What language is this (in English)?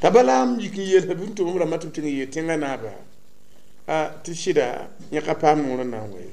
Mossi